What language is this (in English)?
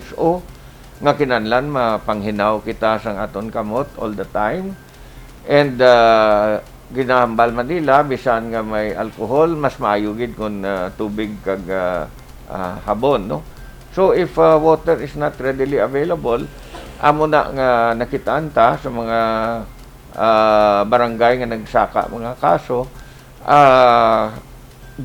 Hiligaynon